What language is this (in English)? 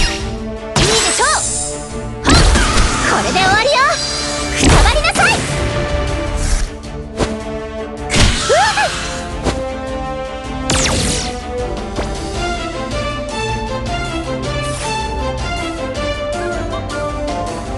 Japanese